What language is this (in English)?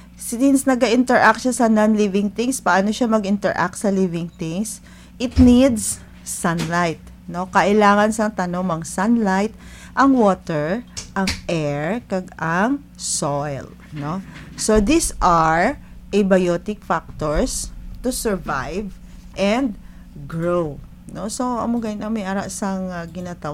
Hiligaynon